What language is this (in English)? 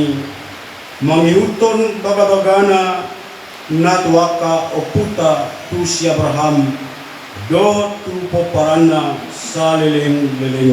Batak Toba